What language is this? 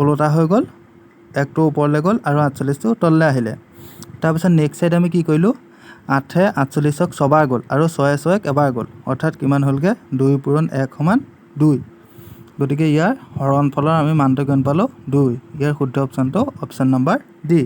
Assamese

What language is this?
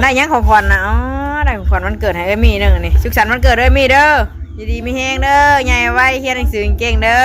Northeastern Thai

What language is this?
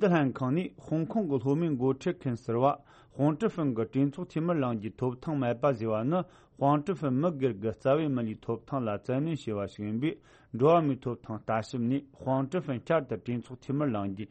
Tibetan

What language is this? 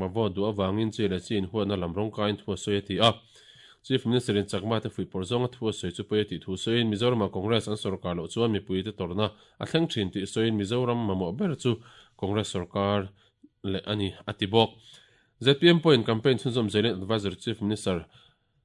Mizo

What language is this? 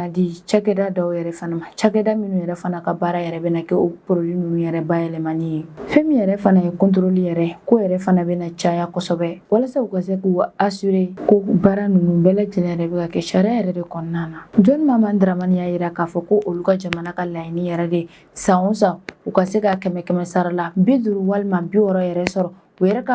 Bambara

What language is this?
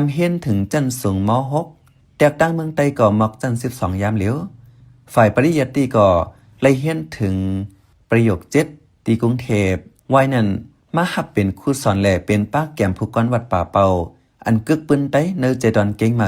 Shan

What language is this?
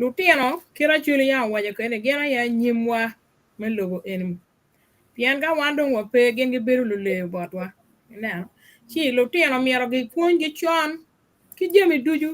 Acoli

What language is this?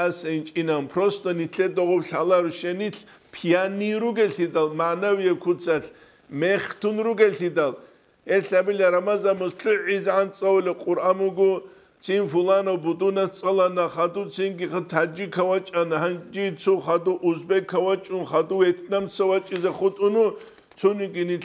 Avaric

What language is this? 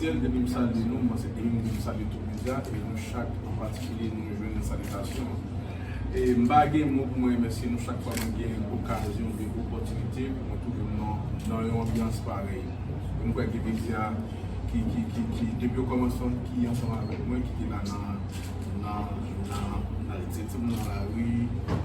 Haitian Creole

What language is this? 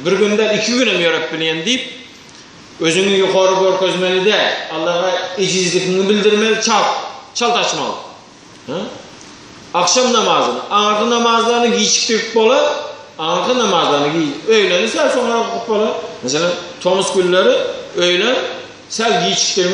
Turkmen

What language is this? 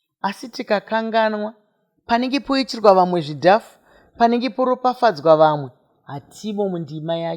Shona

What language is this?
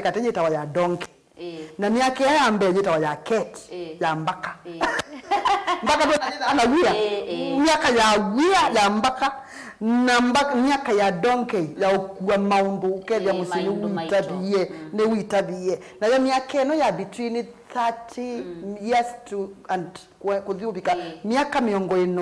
Kamba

